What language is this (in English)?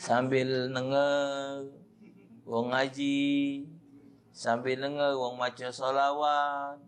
Musi